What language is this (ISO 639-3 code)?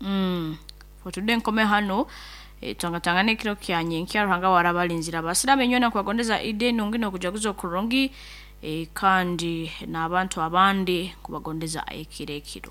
nyo